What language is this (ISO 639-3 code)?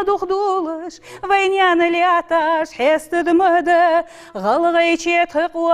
inh